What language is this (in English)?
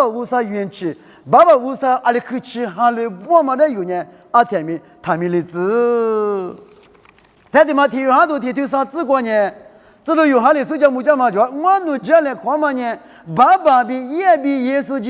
Lisu